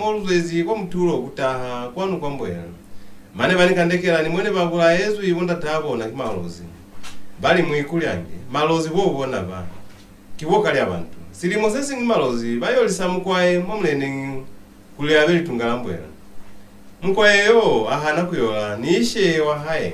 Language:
Lozi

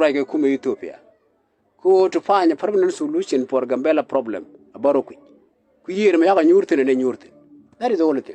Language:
Nuer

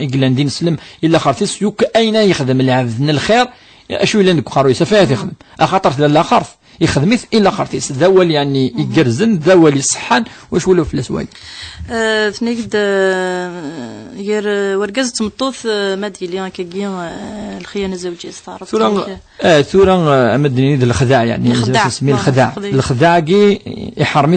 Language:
Kabyle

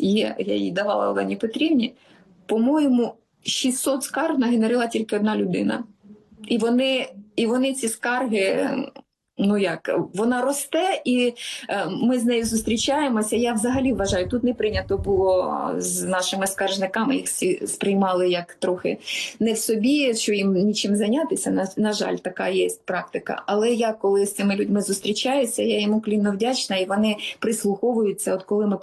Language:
Ukrainian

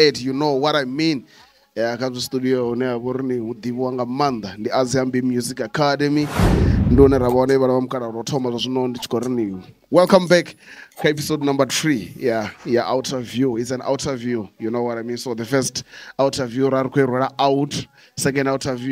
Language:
Venda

